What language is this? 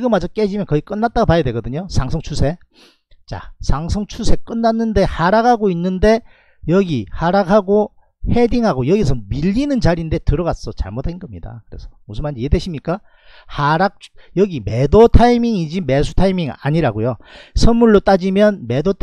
Korean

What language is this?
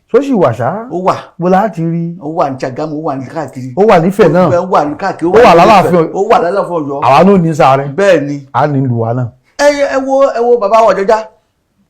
Yoruba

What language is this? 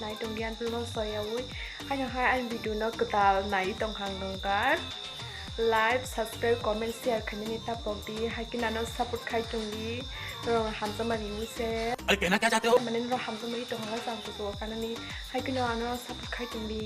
Kok Borok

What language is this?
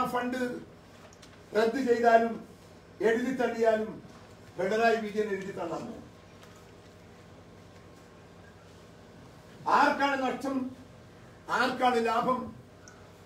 Malayalam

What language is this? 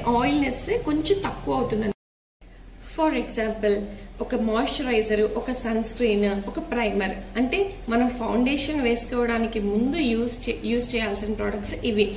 Telugu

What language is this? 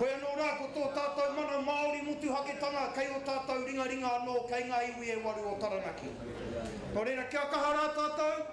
Māori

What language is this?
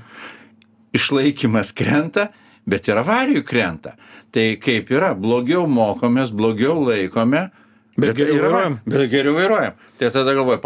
Lithuanian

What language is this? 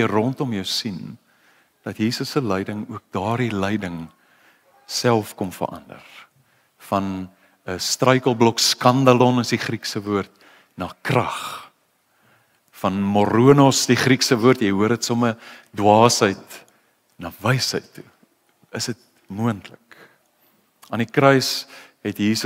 Afrikaans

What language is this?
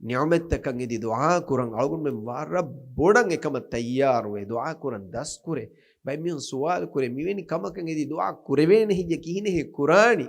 Divehi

